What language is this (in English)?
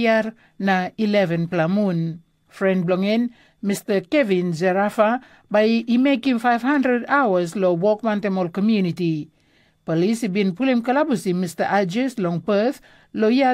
Tok Pisin